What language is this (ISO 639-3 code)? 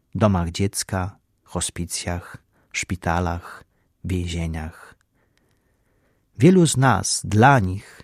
pol